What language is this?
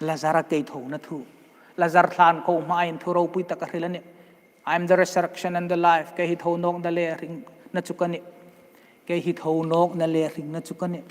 Hmar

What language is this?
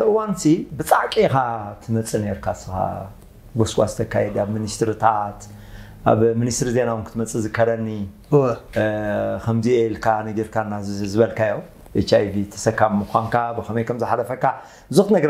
Tigrinya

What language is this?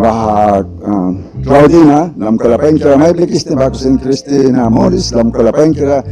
Mískito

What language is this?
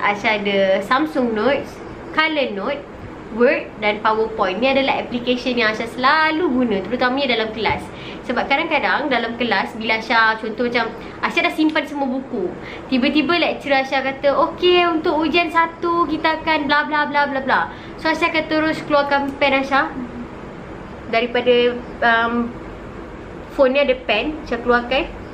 Malay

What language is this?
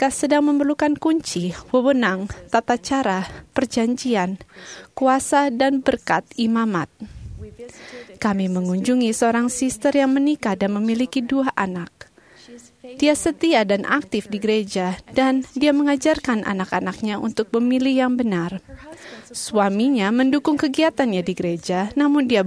Indonesian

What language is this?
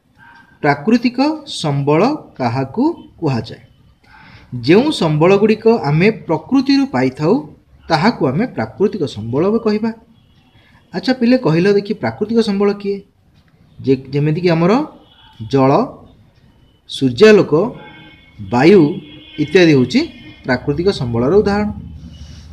Odia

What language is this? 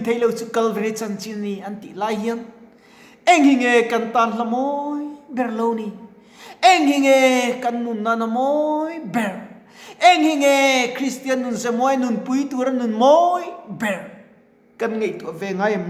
Mizo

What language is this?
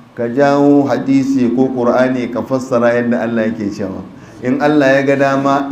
Hausa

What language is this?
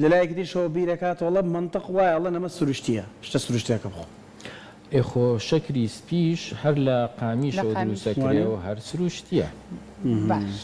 Central Kurdish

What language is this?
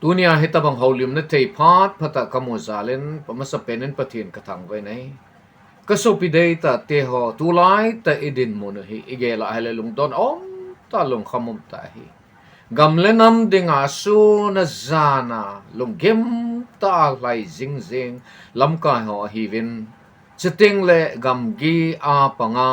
Thado Chin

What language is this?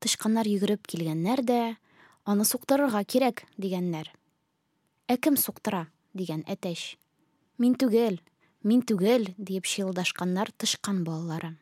Tatar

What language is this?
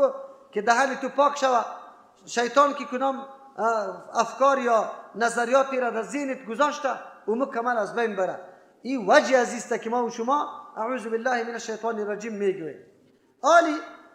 Persian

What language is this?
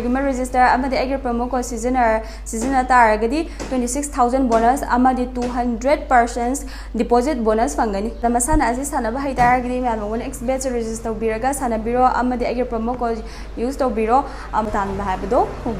Manipuri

